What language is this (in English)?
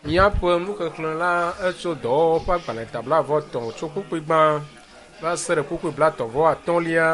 Ewe